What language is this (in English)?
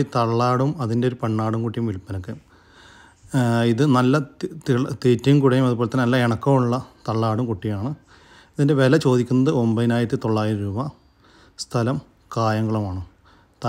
Malayalam